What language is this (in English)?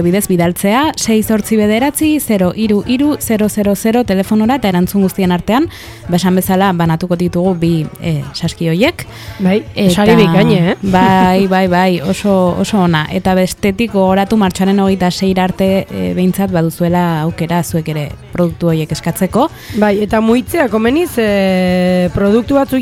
Basque